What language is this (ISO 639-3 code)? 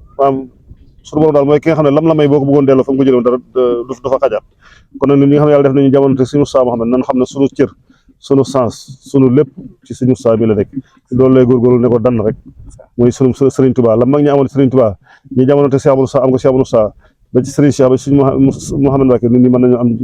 wol